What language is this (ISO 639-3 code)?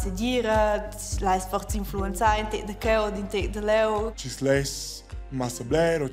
roh